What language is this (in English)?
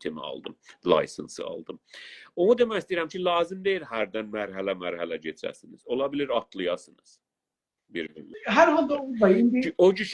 South Azerbaijani